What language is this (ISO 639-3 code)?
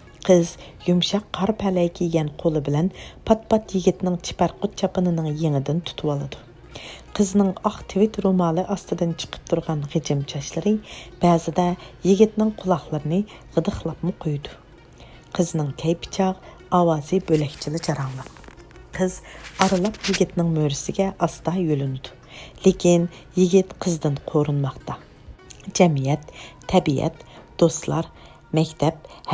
uig